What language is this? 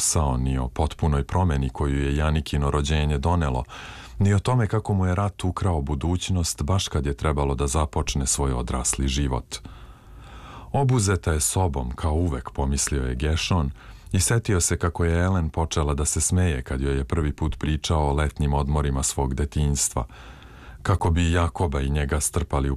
Serbian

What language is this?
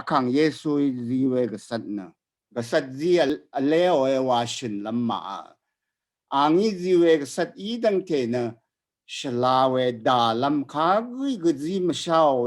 Rawang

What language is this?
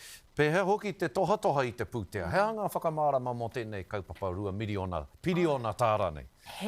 Māori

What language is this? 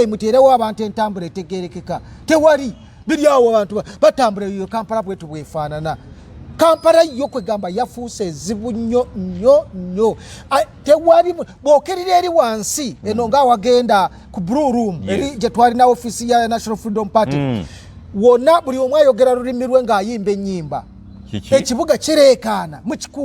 Ganda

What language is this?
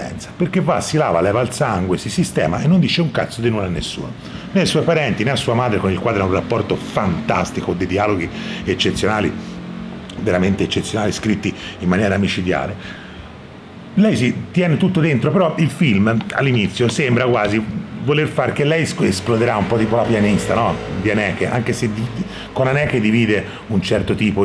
Italian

